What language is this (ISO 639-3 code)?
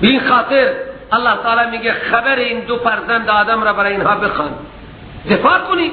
fas